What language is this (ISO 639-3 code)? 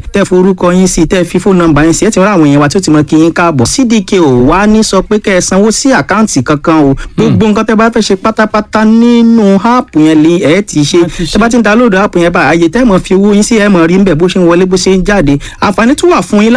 yor